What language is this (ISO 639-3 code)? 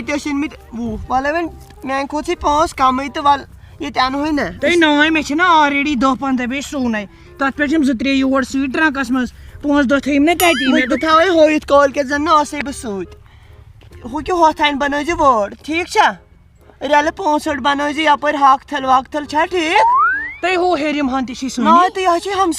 kas